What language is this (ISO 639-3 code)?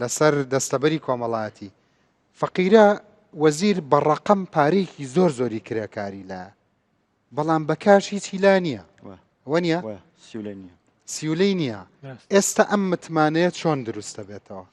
ckb